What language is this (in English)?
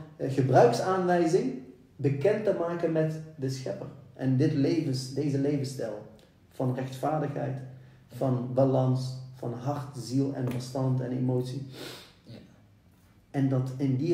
Dutch